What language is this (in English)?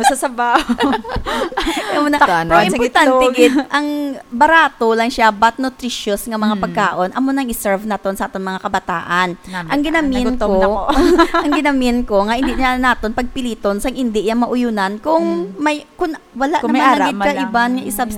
Hiligaynon